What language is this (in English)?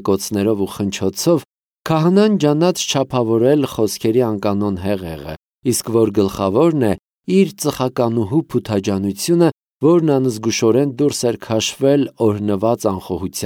Armenian